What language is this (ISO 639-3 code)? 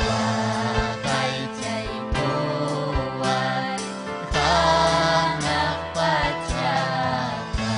quy